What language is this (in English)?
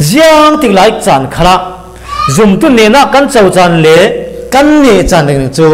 Falam Chin